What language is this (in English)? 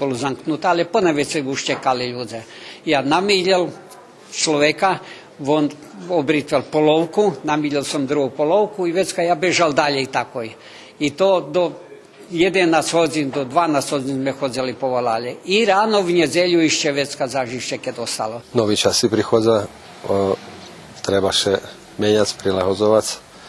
Rusyn